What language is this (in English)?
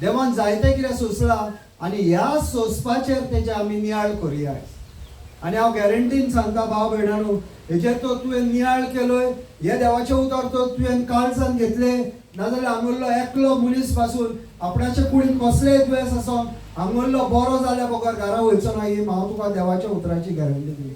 Konkani